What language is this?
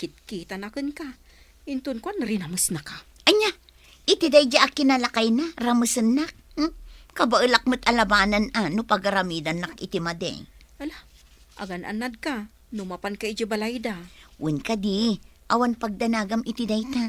Iloko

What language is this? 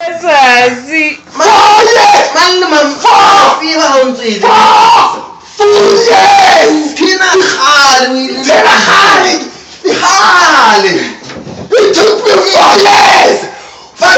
Southern Sotho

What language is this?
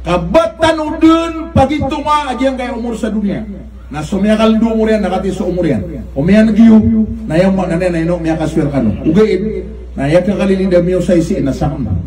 Maranao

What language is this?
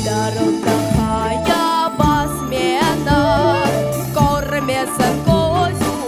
Crimean Tatar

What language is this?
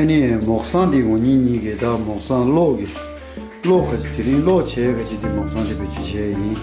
Tibetan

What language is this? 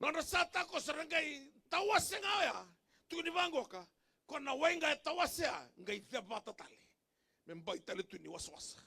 Fijian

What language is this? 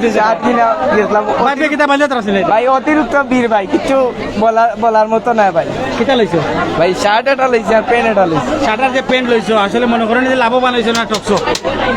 Sylheti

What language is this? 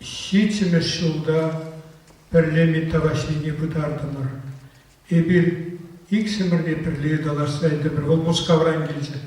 Chuvash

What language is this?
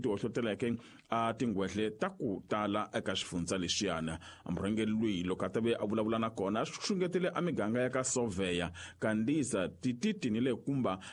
Tsonga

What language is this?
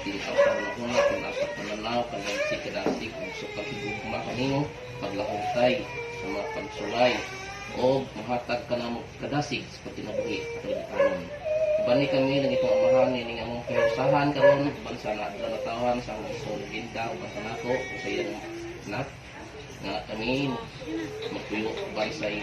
Cebuano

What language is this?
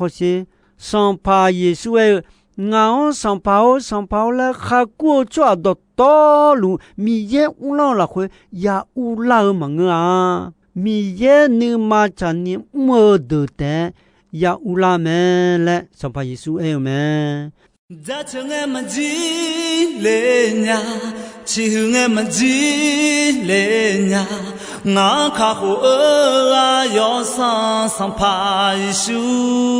Akha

